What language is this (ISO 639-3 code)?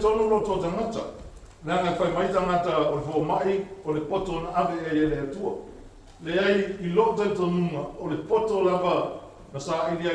smo